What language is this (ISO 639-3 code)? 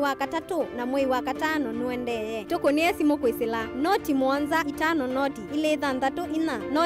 kam